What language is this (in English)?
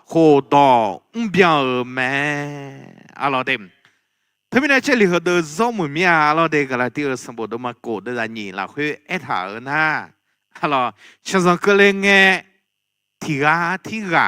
Akha